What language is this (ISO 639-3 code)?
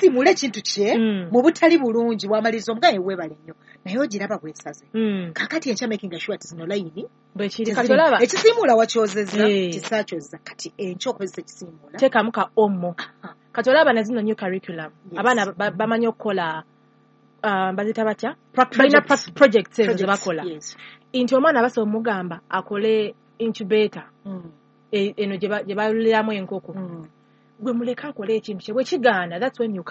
lug